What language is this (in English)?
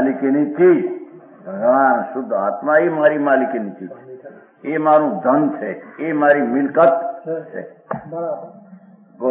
Gujarati